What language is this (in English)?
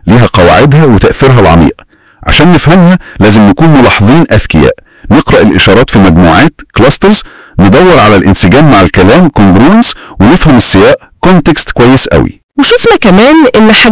Egyptian Arabic